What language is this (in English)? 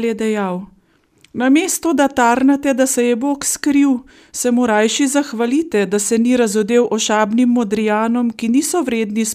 Slovenian